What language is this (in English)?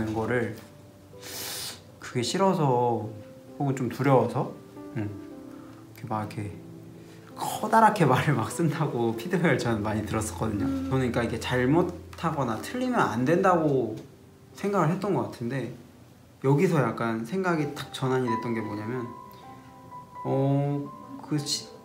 Korean